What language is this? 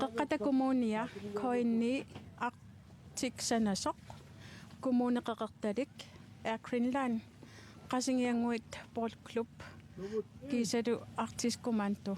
Kalaallisut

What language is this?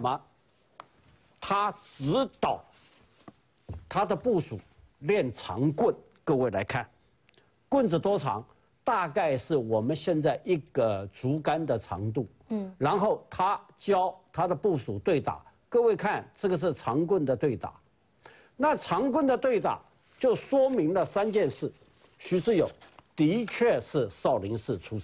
Chinese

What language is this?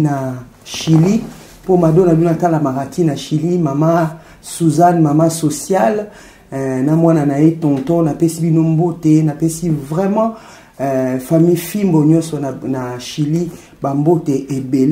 Lingala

